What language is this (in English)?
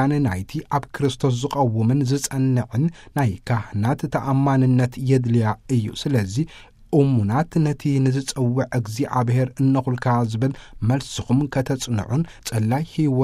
Tigrinya